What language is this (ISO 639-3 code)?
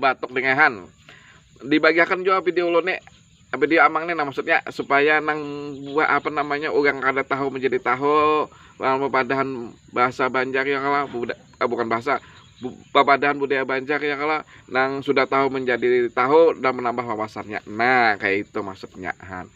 bjn